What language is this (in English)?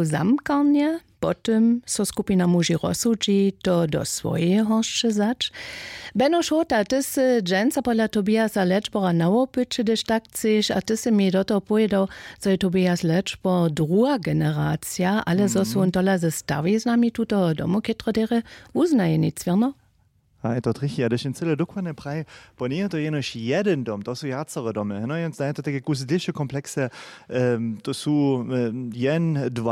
Upper Sorbian